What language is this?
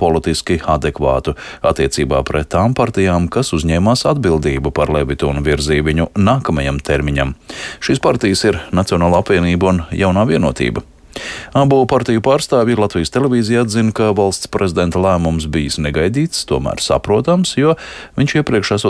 Latvian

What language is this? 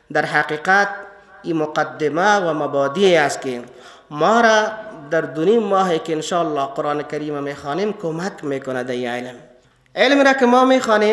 Persian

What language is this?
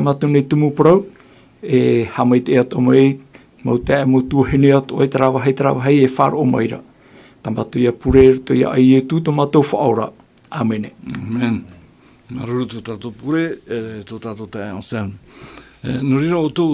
Tahitian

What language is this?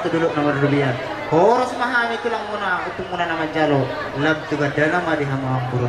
Batak Toba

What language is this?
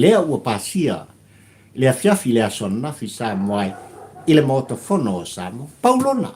Samoan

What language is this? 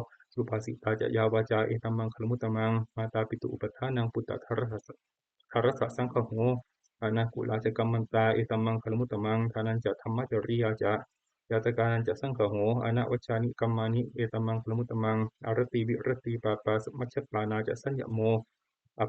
Pali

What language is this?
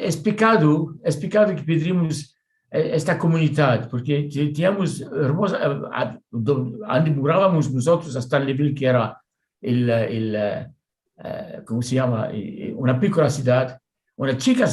Ladino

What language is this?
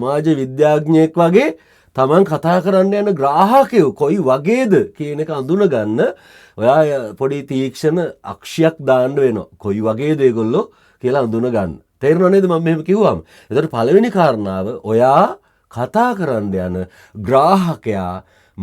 Sinhala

